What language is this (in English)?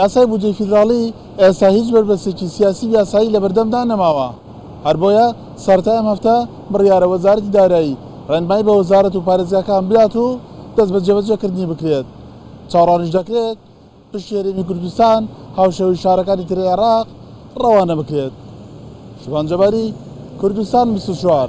Central Kurdish